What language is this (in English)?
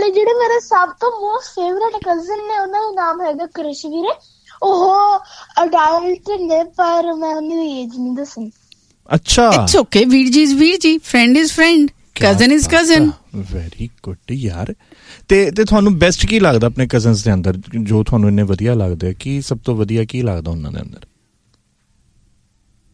Punjabi